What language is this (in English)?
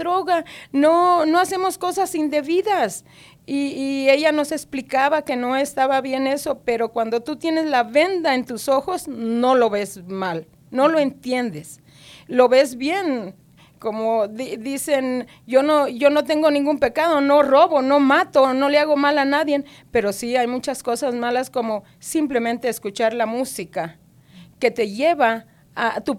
Spanish